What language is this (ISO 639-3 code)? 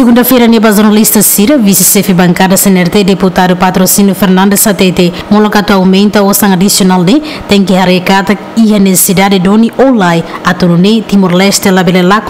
tet